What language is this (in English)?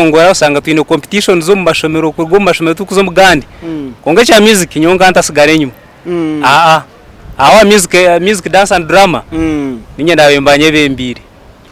Nyankole